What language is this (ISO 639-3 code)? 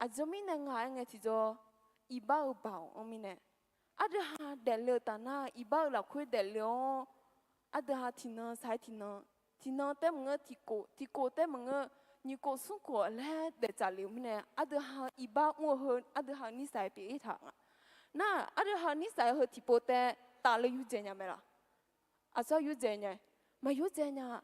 ahk